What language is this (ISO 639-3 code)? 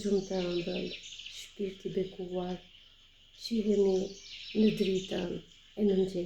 sqi